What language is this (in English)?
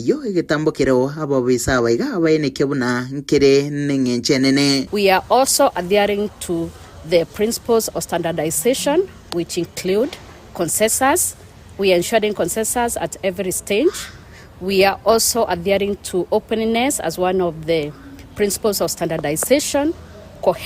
Gusii